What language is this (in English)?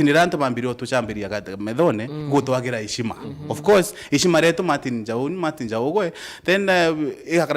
Meru